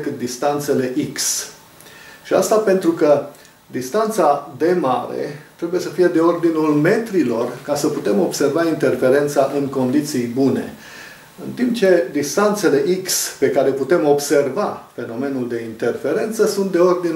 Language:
Romanian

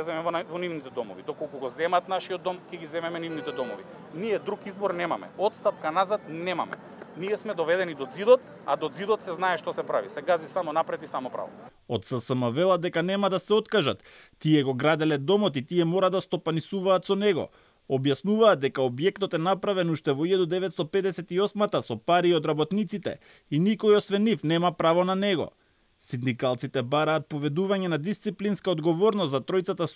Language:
Macedonian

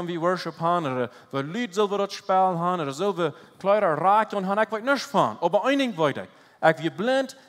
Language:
Plautdietsch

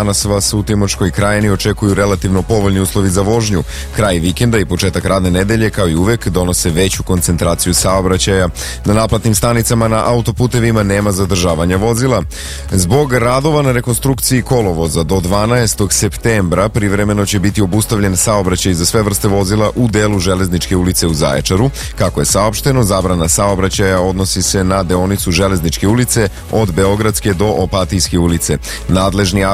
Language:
Serbian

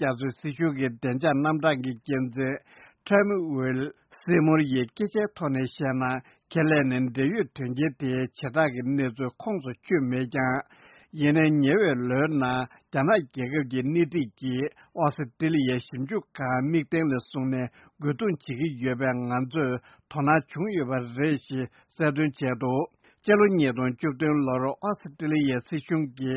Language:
Tibetan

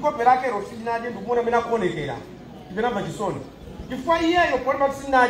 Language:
Nyanja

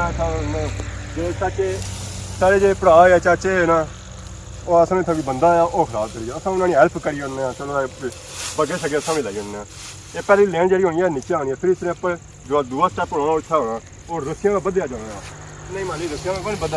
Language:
Pahari-Potwari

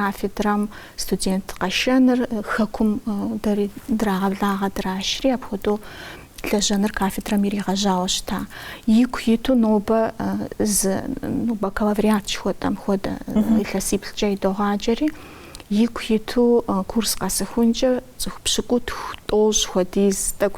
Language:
Kabardian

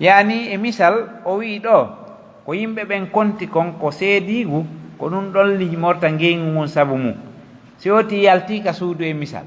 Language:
Pular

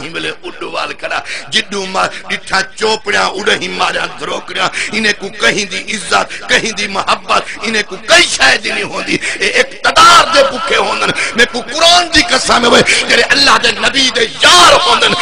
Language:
Saraiki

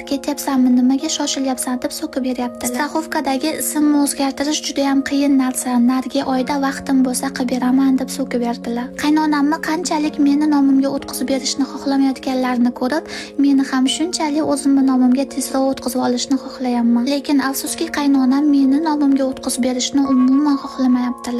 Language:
Uzbek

